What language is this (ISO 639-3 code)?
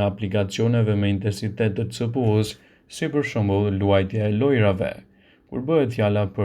sqi